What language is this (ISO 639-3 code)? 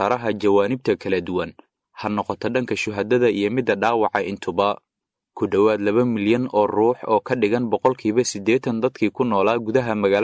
som